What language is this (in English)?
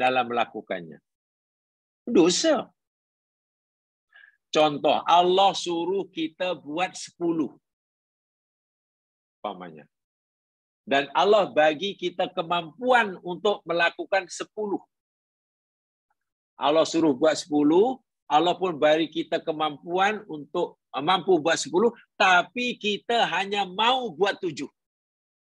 Malay